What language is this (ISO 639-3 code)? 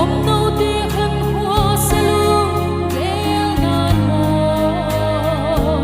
ctd